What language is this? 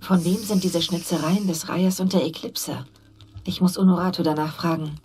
Swiss German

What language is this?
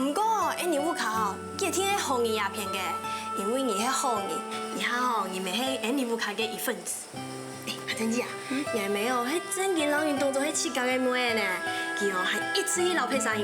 Hakka Chinese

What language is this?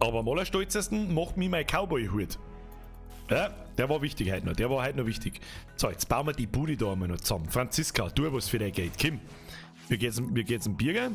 Bavarian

